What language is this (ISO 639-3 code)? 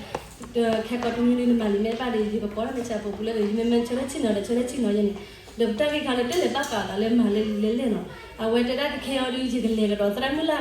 ksw